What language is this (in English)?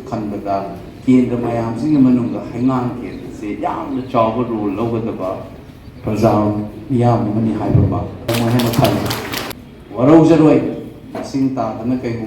Manipuri